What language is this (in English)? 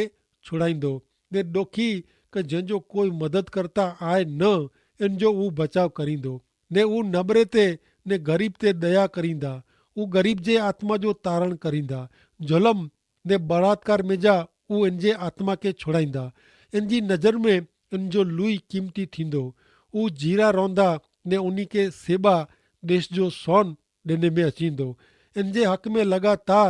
Kachhi